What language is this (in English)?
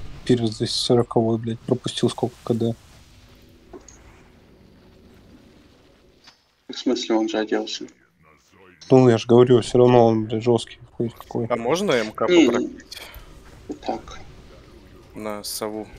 Russian